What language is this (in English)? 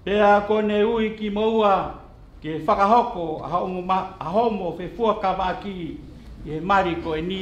Tongan